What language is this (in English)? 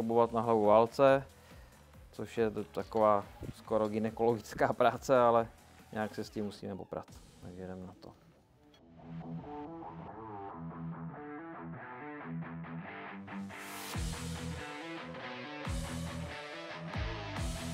Czech